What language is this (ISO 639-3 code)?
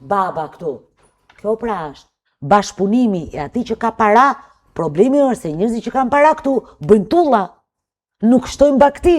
sqi